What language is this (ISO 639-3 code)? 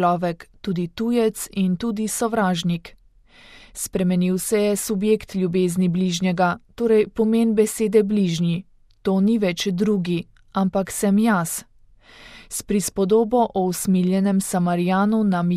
slv